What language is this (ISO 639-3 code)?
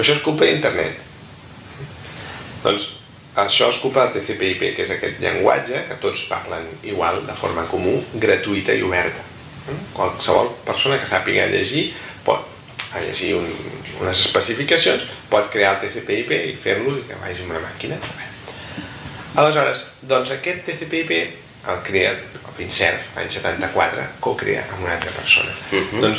cat